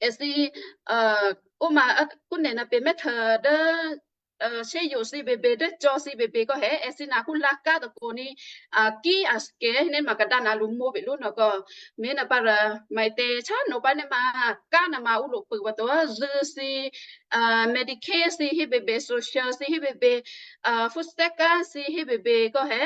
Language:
Western Kayah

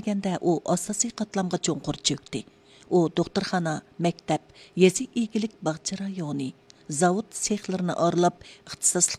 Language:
Uyghur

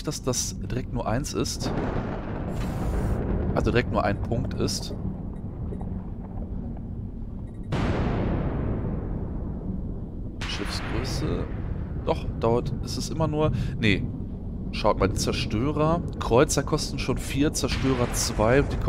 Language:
German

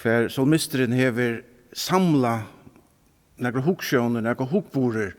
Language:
Faroese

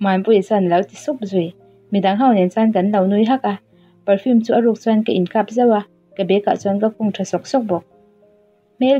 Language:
Mizo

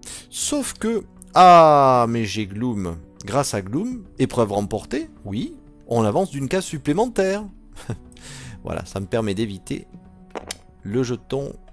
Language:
French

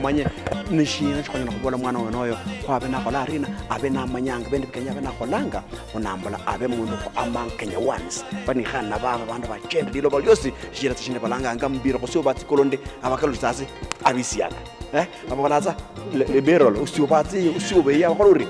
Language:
Luyia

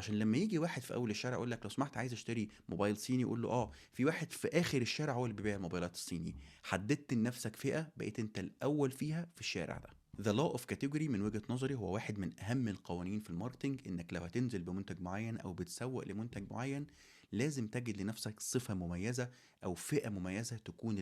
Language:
Egyptian Arabic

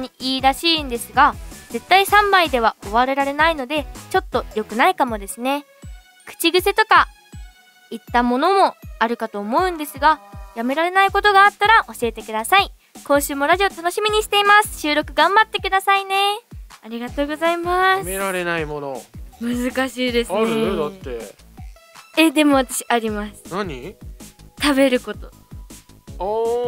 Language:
Japanese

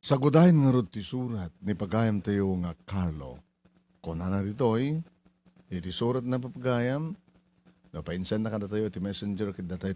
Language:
Iloko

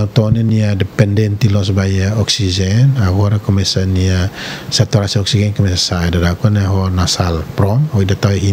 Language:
Tetum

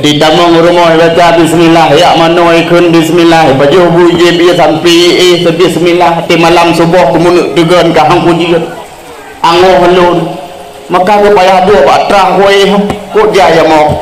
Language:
Achinese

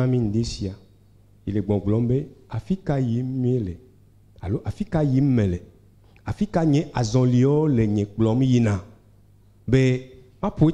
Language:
Ewe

